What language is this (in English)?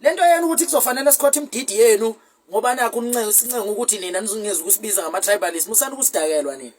Zulu